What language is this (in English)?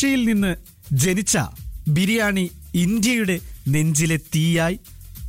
Malayalam